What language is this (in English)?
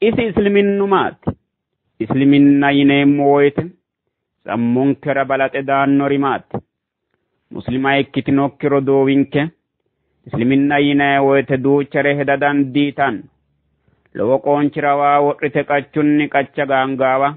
Sidamo